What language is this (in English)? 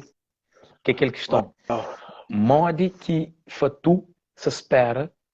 Kabuverdianu